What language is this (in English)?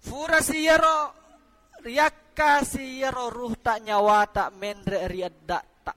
Buginese